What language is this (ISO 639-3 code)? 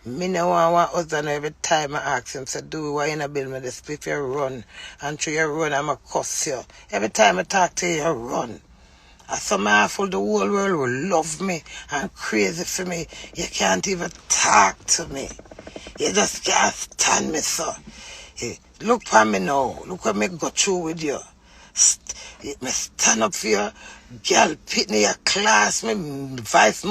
jam